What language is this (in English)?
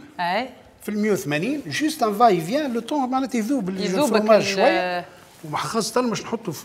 Tunisian Arabic